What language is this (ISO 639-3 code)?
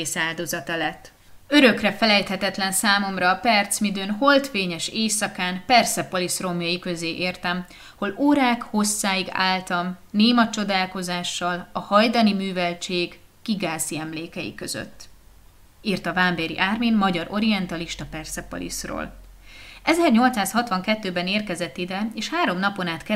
hun